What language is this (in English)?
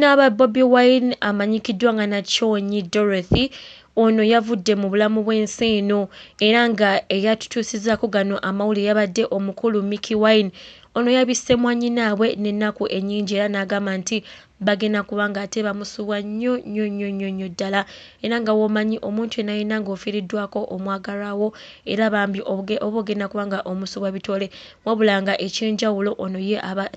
Ganda